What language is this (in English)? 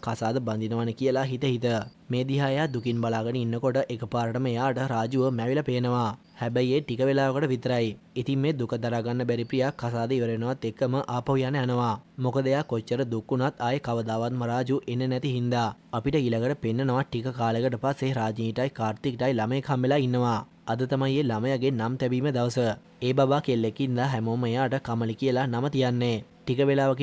Sinhala